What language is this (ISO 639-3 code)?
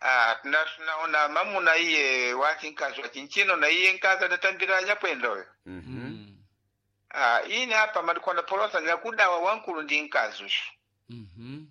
seh